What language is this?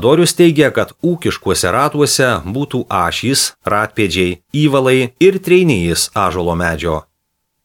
Lithuanian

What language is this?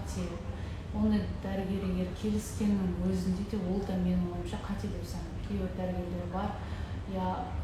Kazakh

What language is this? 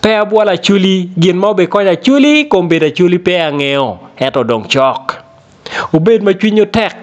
Acoli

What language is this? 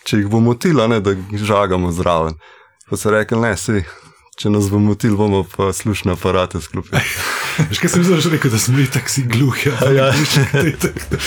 Slovenian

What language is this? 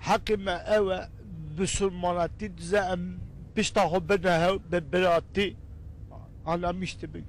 Kurdish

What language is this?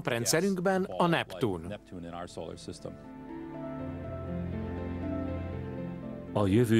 Hungarian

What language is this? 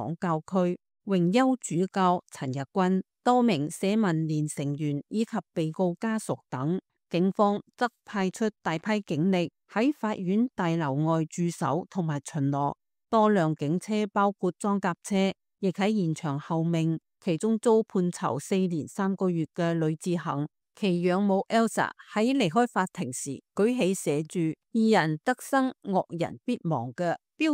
Cantonese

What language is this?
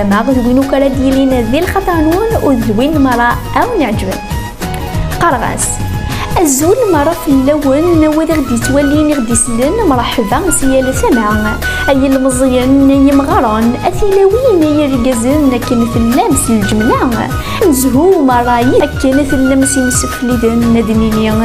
Kabyle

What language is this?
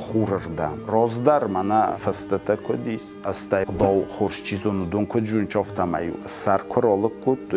Ossetic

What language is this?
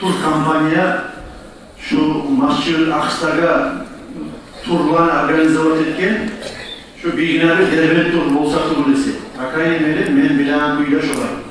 Kumyk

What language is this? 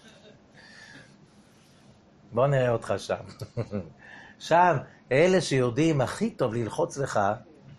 Hebrew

